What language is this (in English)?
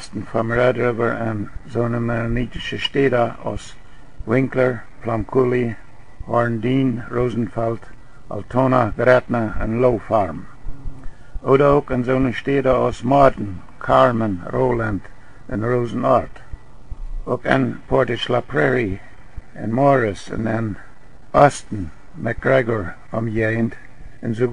Plautdietsch